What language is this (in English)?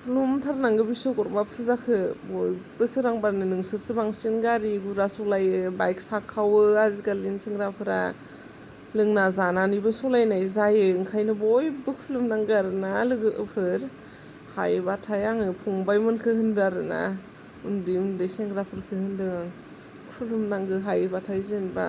Bodo